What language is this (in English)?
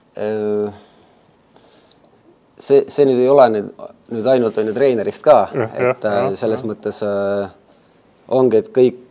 Estonian